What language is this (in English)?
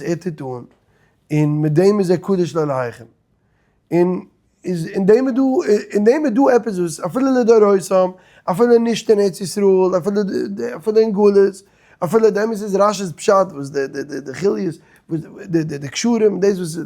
Yiddish